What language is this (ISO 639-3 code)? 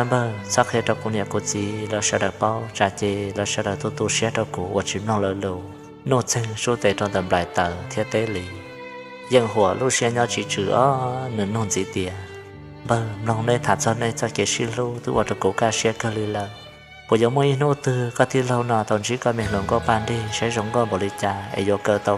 hmn